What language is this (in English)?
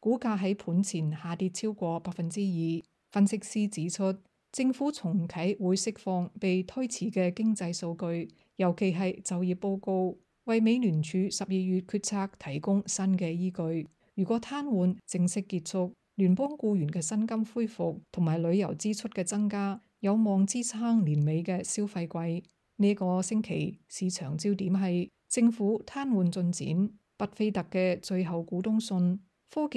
Cantonese